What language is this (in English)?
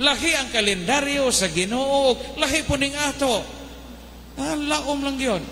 Cebuano